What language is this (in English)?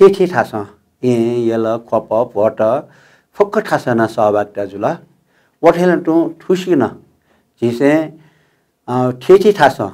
Newari